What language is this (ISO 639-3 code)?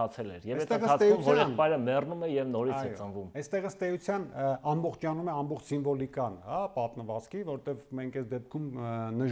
hye